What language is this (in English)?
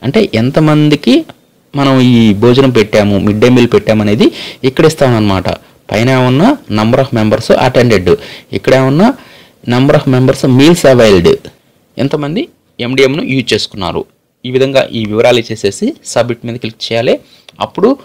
Telugu